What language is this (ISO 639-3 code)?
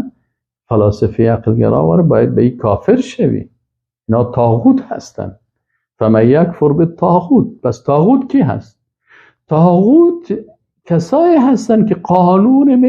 fas